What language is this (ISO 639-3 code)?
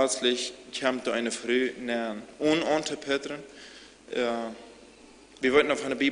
pdt